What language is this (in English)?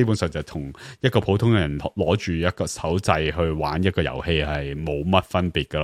Cantonese